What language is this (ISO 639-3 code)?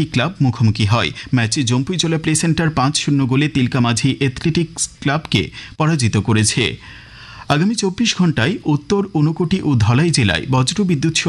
ben